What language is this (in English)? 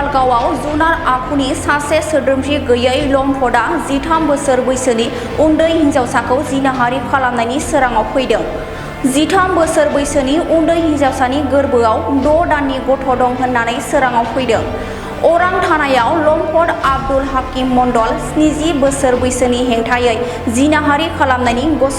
Bodo